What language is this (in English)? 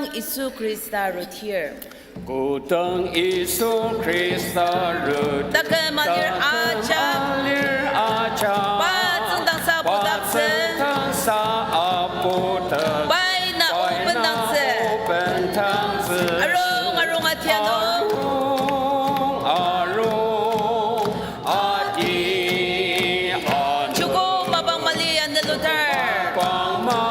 Ao Naga